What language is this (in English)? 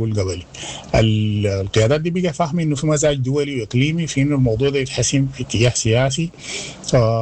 Sudanese Arabic